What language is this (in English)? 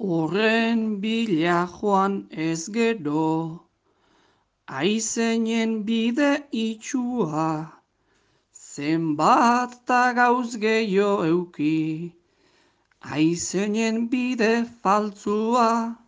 Basque